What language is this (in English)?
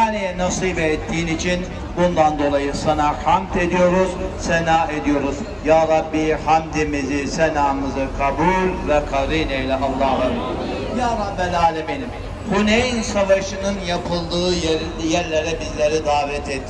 Turkish